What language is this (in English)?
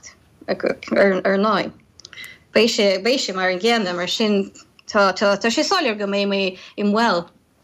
Irish